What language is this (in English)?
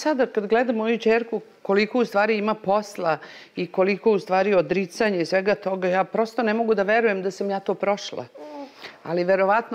Serbian